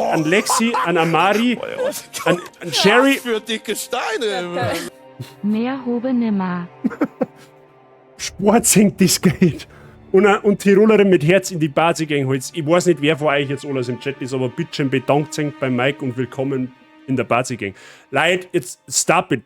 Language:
Bavarian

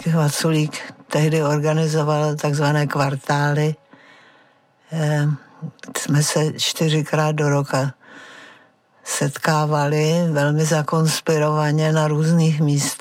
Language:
Czech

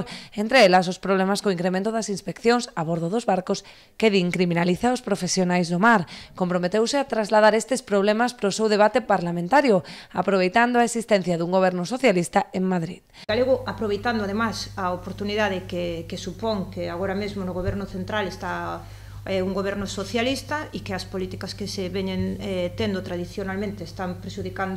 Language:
Galician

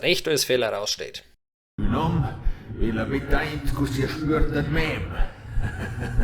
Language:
Bavarian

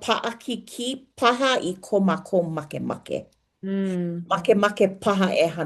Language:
Hawaiian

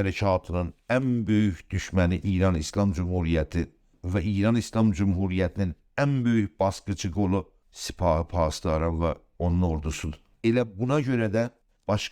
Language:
South Azerbaijani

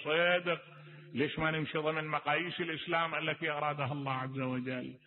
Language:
Mesopotamian Arabic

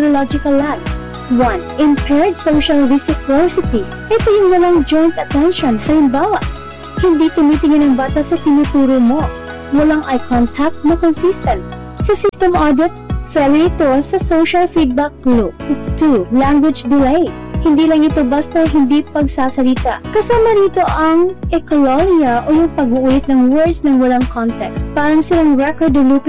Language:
Filipino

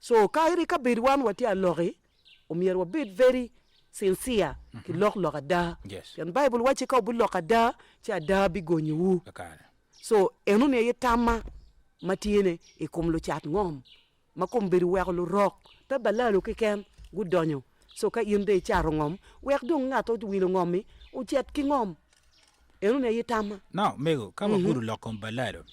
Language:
Acoli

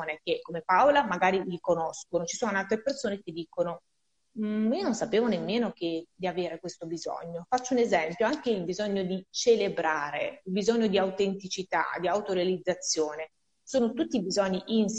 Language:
Italian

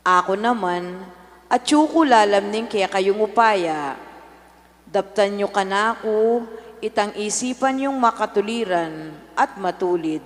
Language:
Pampanga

